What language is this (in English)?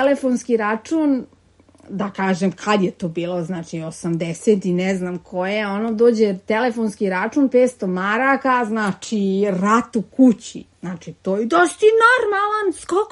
Serbian